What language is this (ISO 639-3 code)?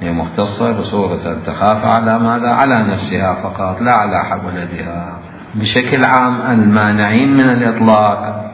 acm